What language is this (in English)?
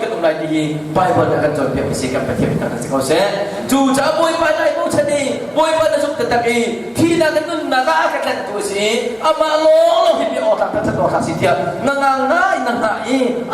Hakha Chin